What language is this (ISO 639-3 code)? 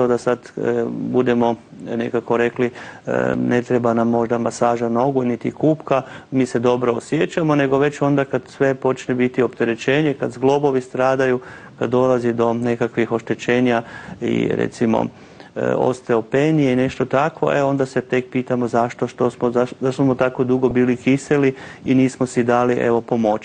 hrv